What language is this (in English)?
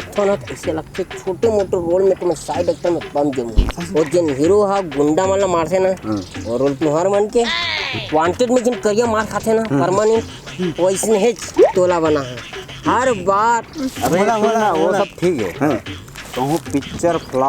Chhattisgarhi